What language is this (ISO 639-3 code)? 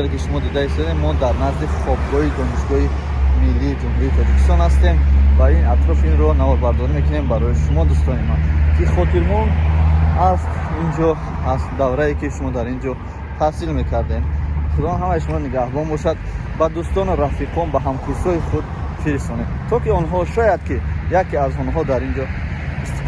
tgk